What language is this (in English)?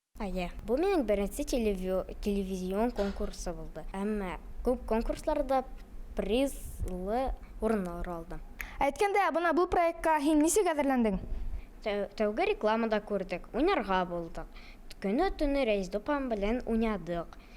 Bashkir